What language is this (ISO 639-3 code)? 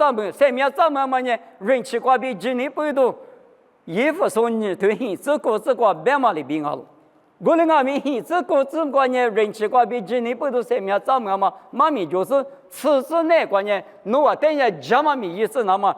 lis